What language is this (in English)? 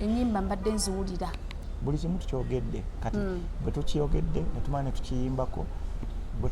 Ganda